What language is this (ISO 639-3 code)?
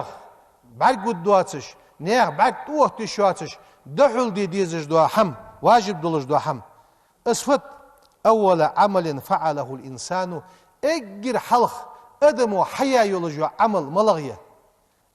inh